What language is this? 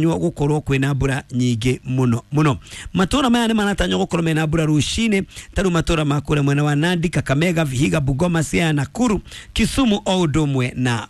Kikuyu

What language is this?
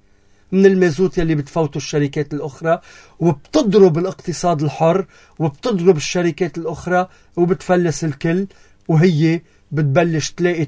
North Levantine Arabic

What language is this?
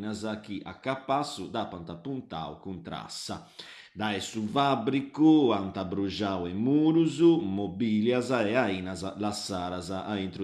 Sardinian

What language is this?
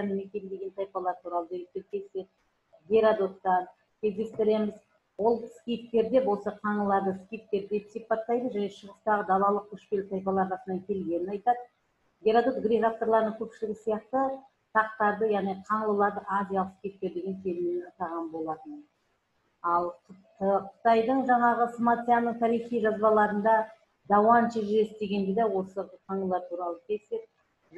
Kazakh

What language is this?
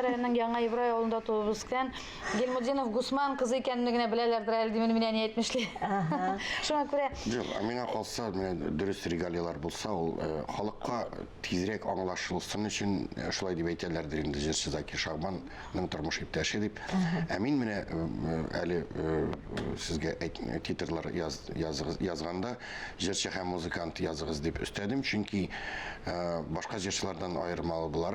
Tatar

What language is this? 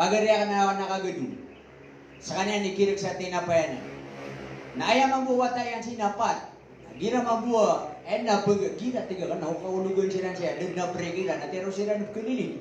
Maranao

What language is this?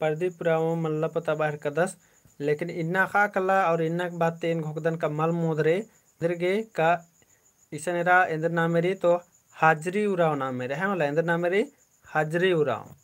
Kurukh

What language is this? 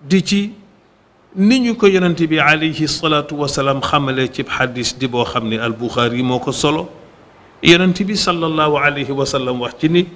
Wolof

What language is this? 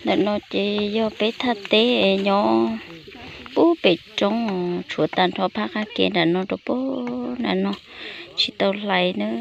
Hmong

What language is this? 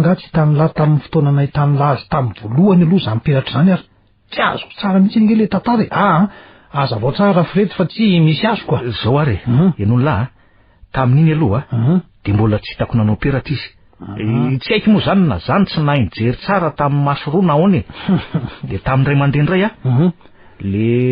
Malagasy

